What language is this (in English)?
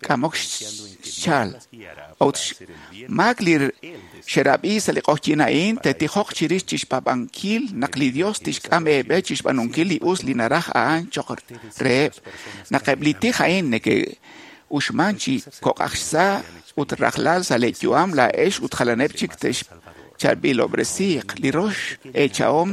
Kekchí